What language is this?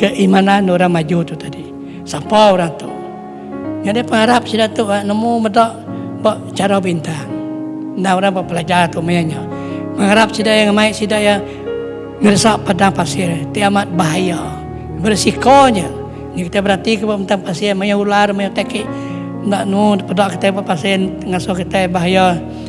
Iban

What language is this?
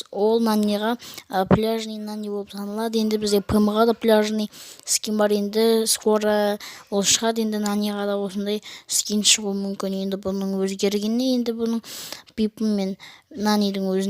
Kazakh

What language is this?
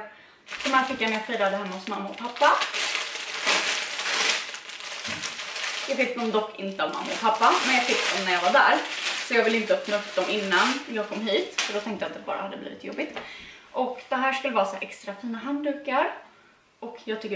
Swedish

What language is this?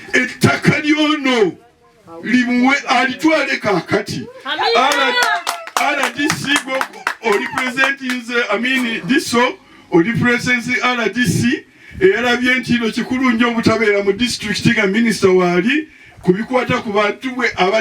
Ganda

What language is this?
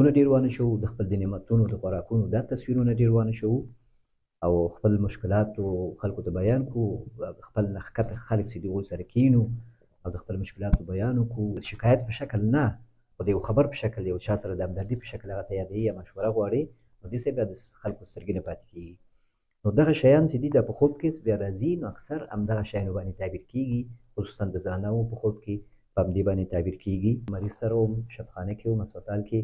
Pashto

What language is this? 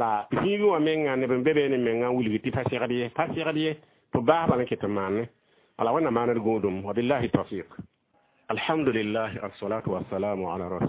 Mossi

